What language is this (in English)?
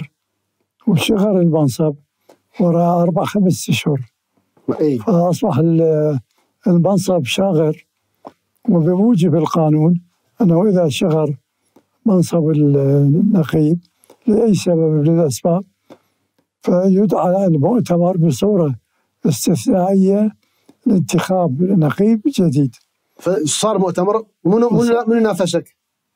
Mesopotamian Arabic